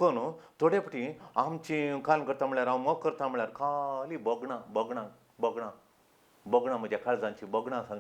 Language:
Konkani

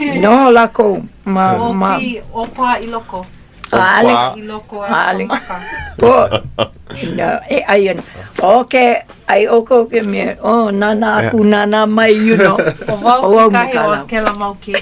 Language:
Hawaiian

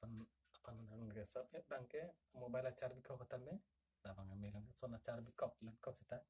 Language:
Karbi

